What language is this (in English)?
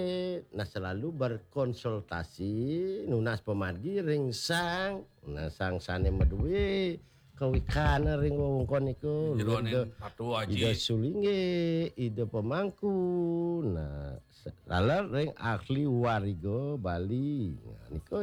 Balinese